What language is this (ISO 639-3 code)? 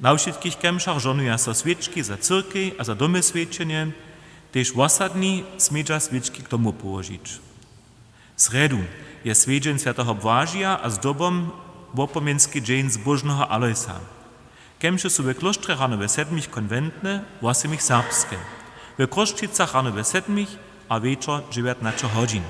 hsb